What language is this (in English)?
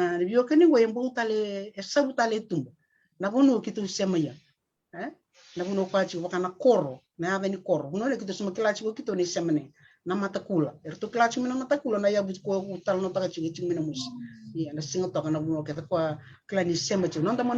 Fijian